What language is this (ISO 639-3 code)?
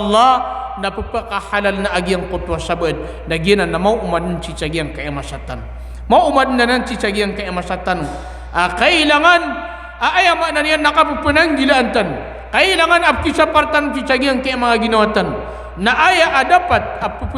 mrw